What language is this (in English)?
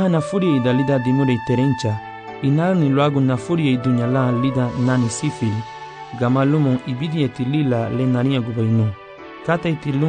Garifuna